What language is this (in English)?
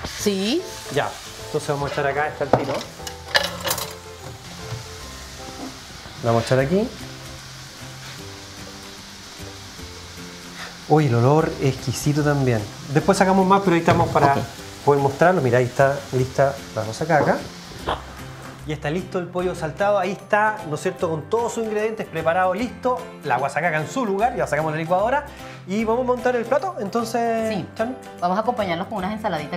Spanish